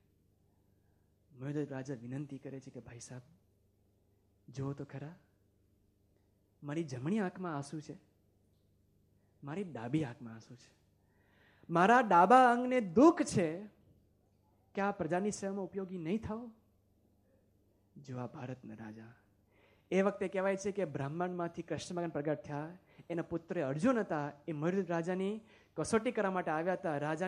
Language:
Gujarati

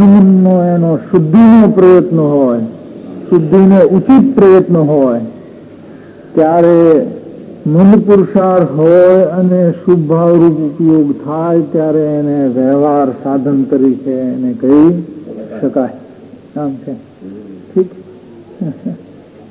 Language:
Gujarati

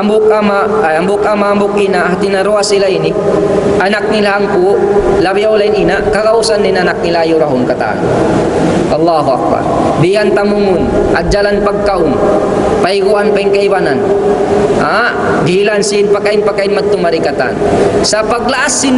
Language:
Tausug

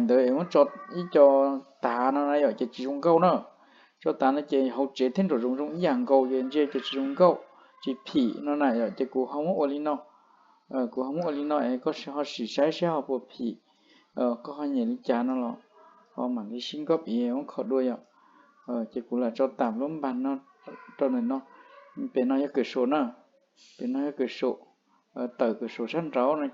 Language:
Hmong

